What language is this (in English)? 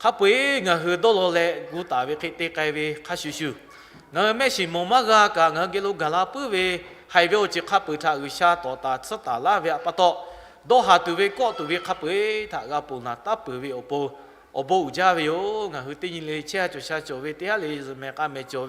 Lahu